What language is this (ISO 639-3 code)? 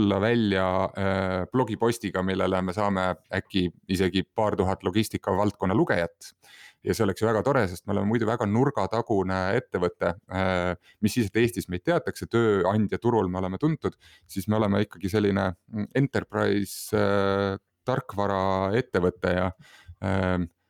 est